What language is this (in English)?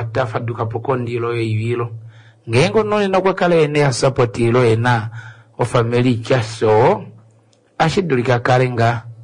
Kuanyama